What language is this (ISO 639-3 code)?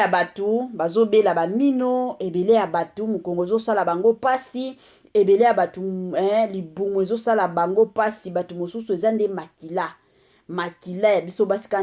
lin